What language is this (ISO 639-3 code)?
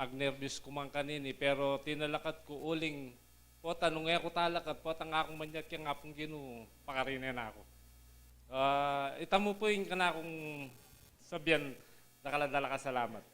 pam